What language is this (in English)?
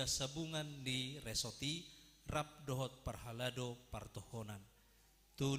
Batak Toba